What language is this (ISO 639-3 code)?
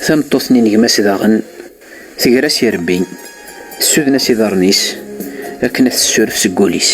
kab